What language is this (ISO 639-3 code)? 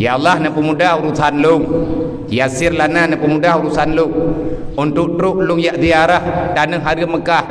ace